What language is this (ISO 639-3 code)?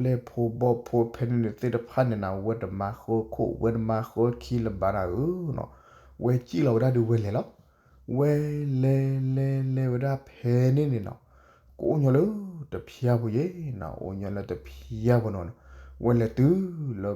ksw